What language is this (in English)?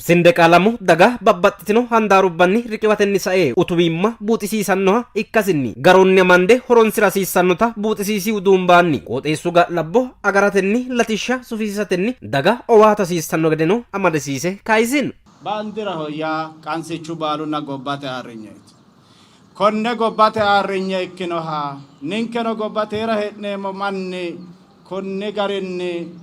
Sidamo